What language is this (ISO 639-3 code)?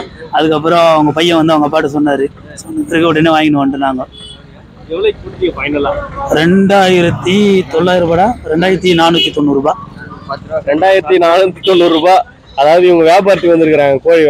tam